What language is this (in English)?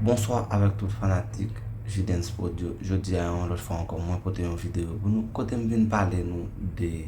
Haitian Creole